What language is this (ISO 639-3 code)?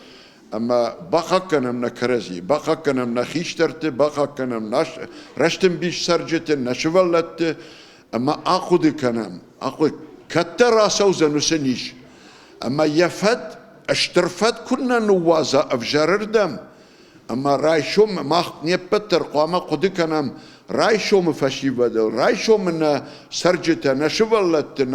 oss